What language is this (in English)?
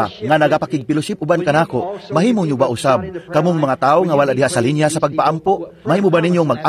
Cebuano